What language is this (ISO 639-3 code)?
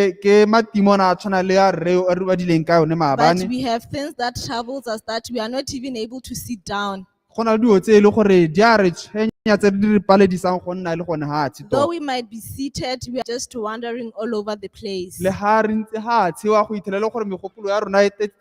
tsn